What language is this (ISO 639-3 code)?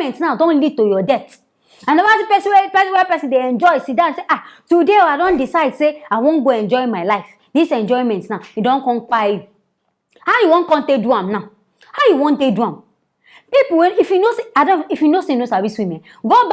pcm